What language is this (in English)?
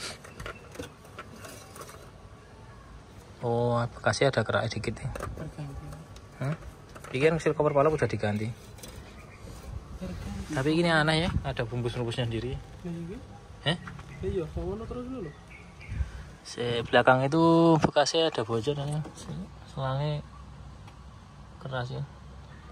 Indonesian